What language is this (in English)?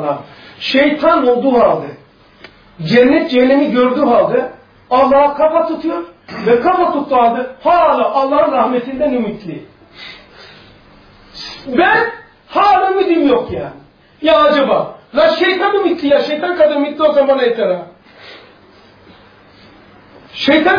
Turkish